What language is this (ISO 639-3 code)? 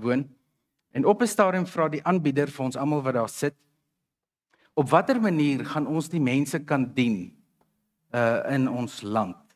afr